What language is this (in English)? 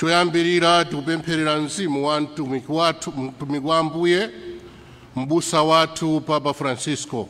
Nyanja